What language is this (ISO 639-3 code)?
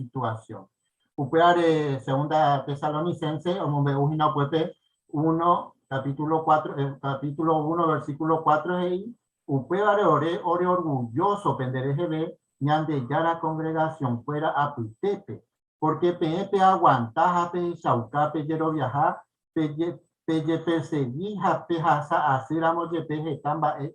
grn